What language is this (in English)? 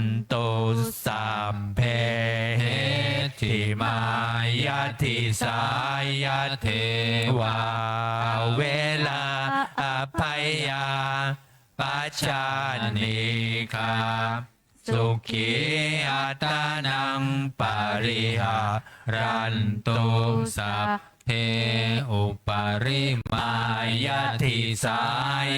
Pali